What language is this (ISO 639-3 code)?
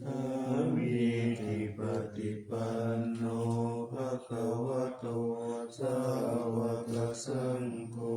pli